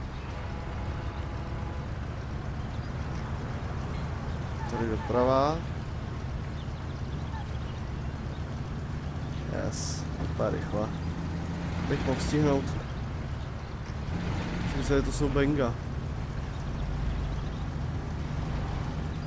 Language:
Czech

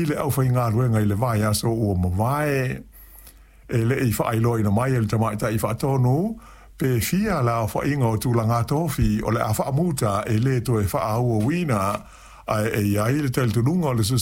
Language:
Samoan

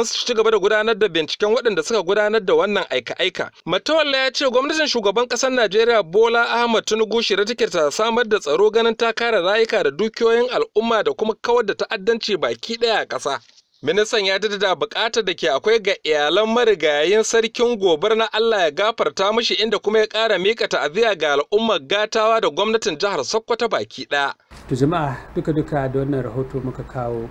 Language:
Hausa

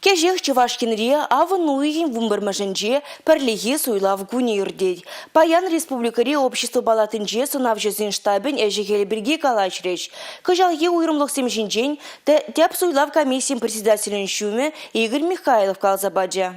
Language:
Chuvash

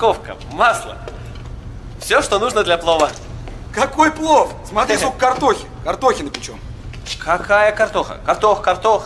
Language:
Russian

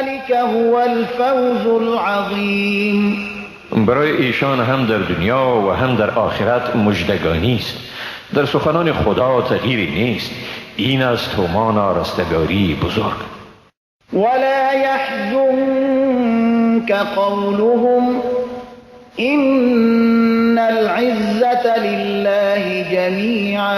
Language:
Persian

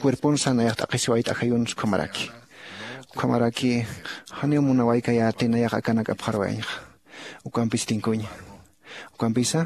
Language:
Aymara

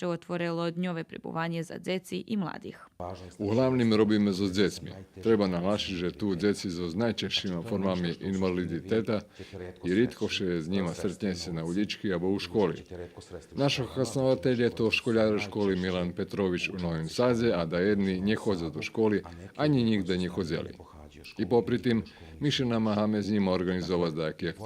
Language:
Rusyn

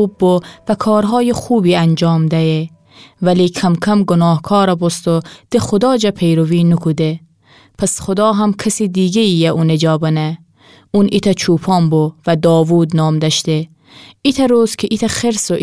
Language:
Gilaki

